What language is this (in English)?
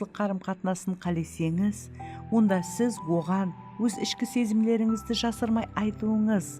Kara-Kalpak